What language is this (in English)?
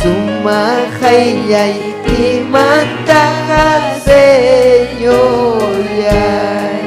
Ayacucho Quechua